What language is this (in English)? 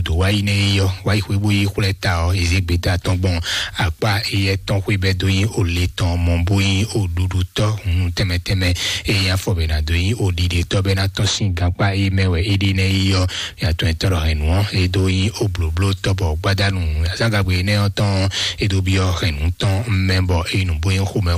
Fon